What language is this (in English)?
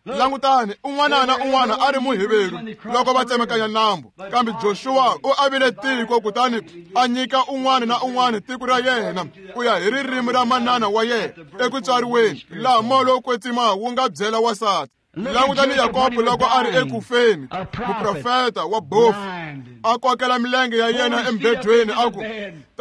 Tsonga